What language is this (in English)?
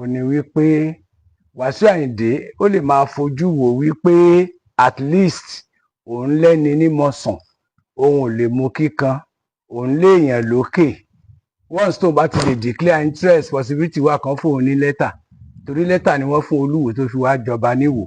Yoruba